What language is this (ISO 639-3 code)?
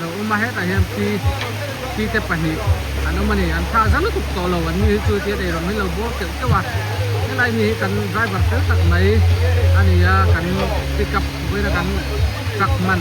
lus